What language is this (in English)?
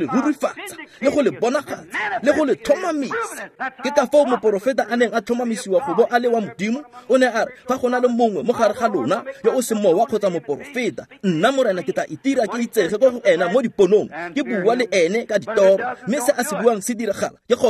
Tswana